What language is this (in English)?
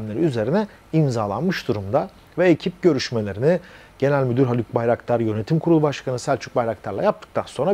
Turkish